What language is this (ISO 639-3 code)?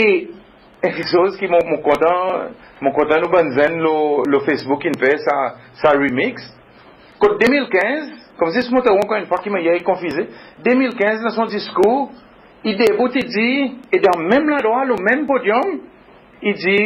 crs